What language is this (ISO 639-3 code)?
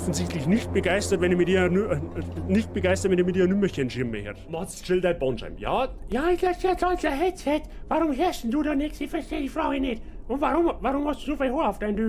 bar